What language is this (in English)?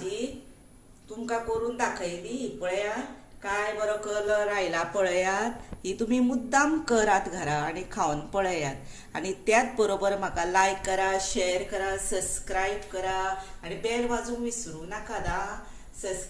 Konkani